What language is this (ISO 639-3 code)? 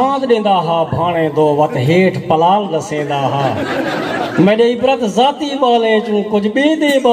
skr